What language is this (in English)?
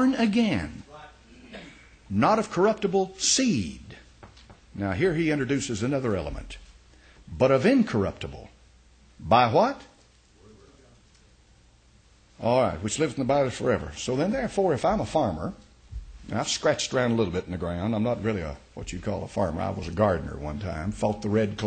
English